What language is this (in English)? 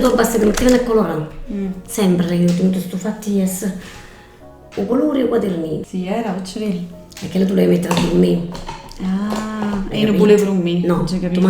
Neapolitan